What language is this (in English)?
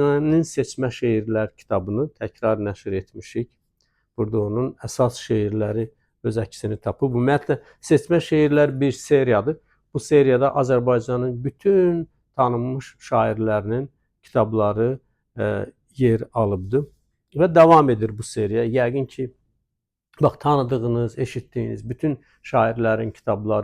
Azerbaijani